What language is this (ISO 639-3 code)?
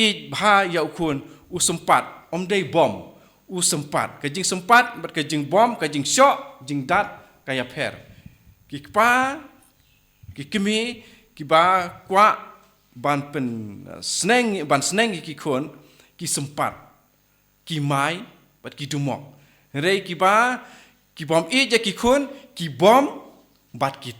kha